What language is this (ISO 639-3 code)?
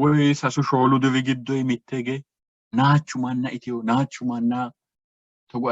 sid